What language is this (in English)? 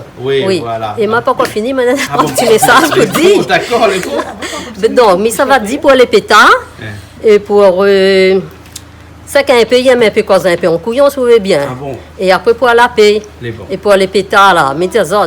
Réunion Creole French